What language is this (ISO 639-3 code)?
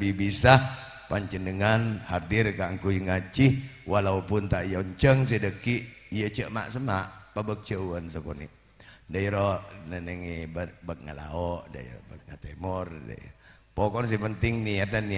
mad